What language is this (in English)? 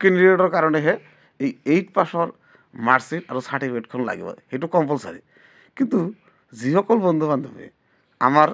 Assamese